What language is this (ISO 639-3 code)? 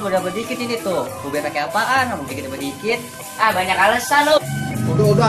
bew